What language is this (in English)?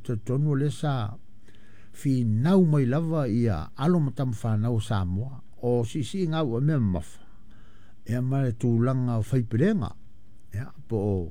Samoan